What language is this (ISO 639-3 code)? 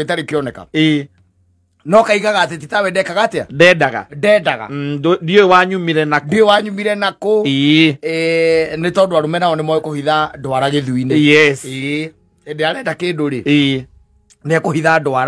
kik